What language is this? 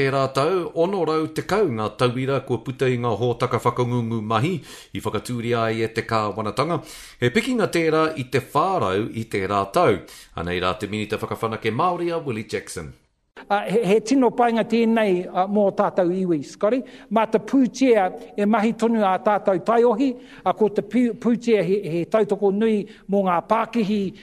Māori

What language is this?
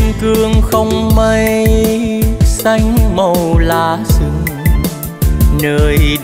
Vietnamese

